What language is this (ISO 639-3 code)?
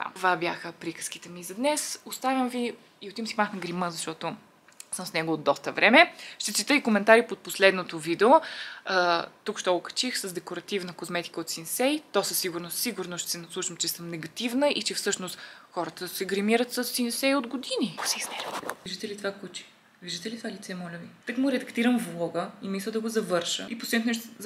bul